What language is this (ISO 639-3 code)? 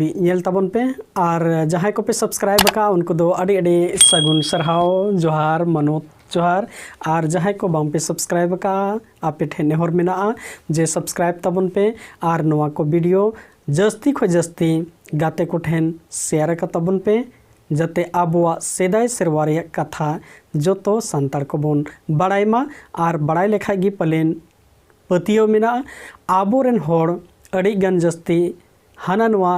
sat